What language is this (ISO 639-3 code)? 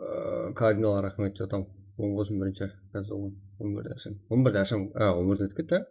kaa